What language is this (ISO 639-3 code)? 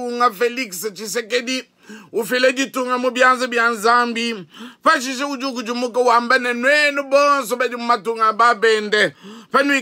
lua